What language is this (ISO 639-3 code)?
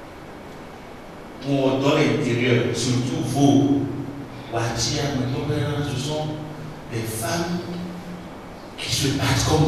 fra